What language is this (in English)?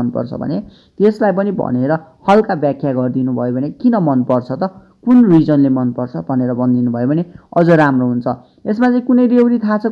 Nepali